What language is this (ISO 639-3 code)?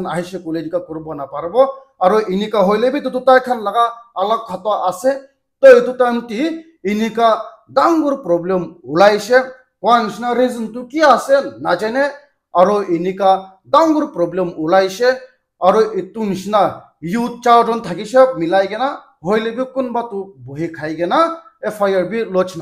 nag